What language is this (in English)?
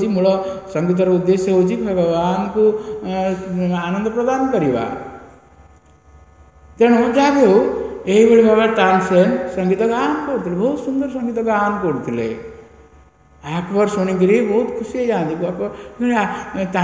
Odia